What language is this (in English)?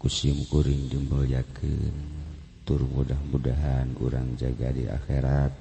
Sundanese